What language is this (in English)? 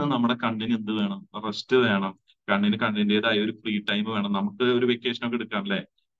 Malayalam